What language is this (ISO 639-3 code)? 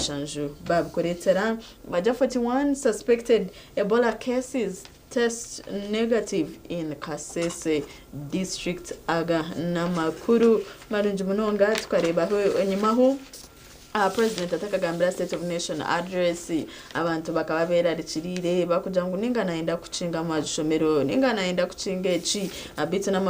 nyn